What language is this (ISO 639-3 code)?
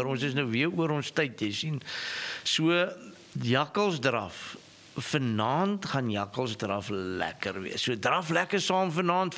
afr